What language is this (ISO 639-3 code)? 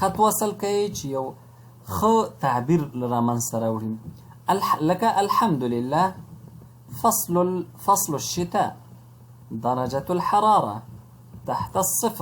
pus